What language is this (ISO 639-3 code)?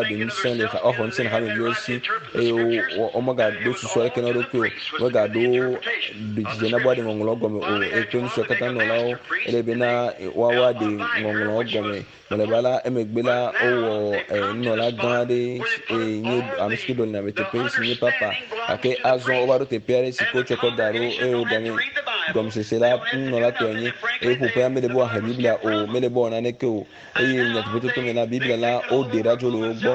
ewe